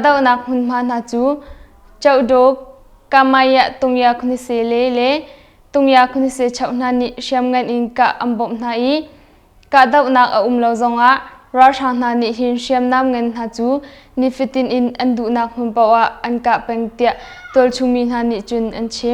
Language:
Hakha Chin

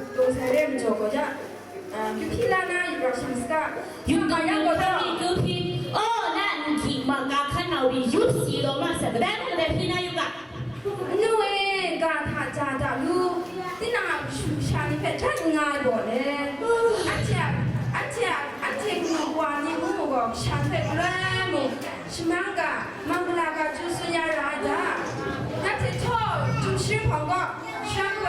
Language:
Kachin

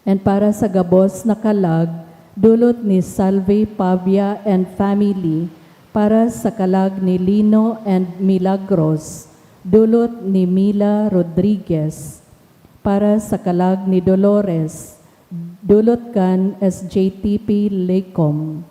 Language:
Bikol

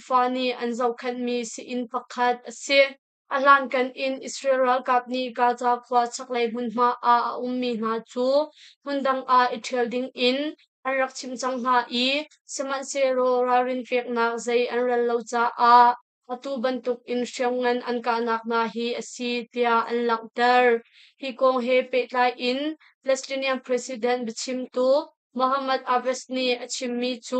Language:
Hakha Chin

